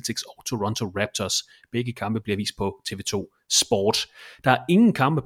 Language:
Danish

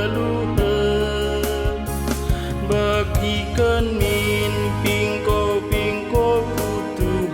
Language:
Batak Karo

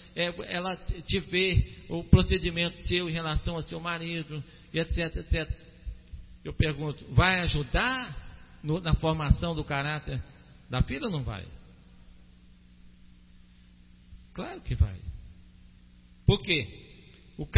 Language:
Portuguese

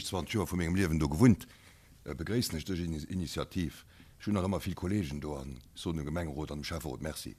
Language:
Luxembourgish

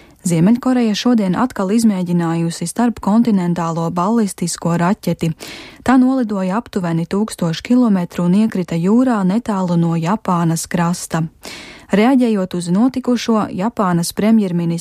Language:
Latvian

